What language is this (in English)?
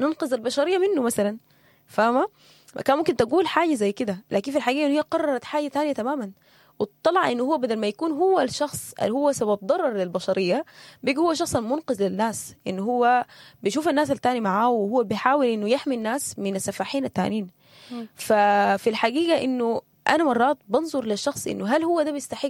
Sudanese Arabic